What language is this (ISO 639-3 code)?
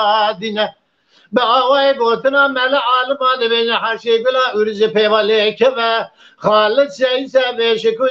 kur